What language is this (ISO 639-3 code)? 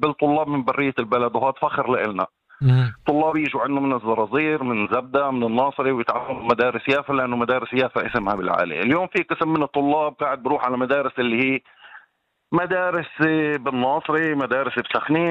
apc